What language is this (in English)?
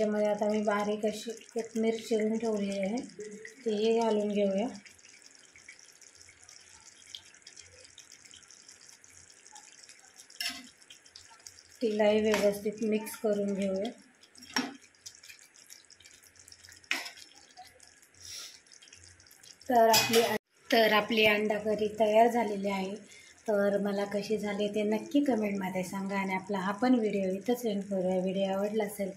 Marathi